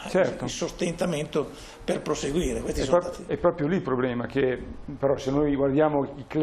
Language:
Italian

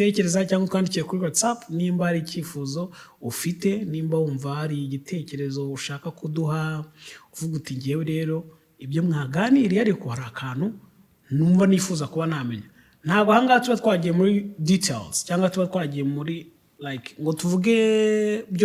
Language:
Kinyarwanda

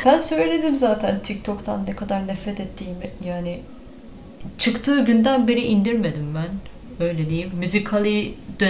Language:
Turkish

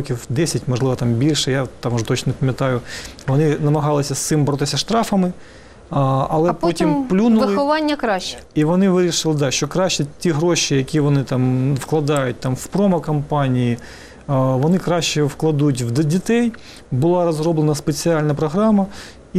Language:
Ukrainian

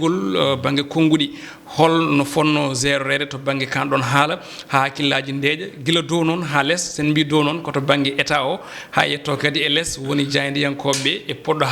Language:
Fula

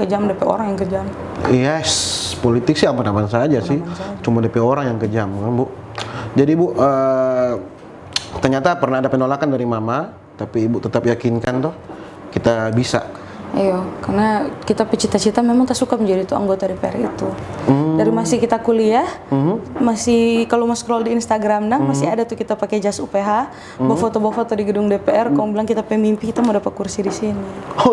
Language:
Manado Malay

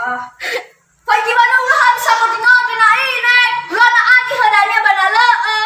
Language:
Nias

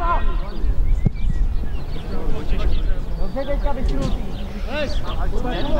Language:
Czech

